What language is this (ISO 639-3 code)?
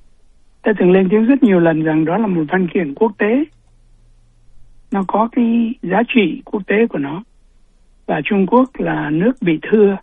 vie